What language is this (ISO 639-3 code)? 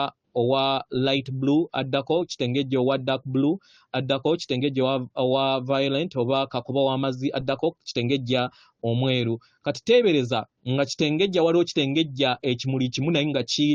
lug